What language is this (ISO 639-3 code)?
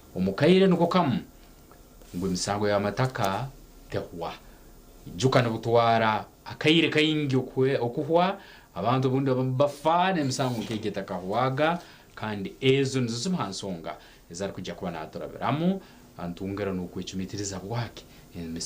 nyn